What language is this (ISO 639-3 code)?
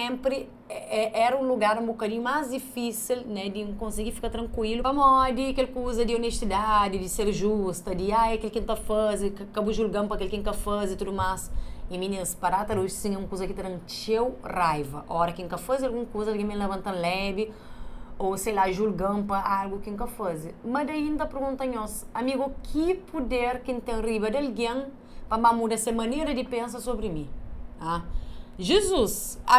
kea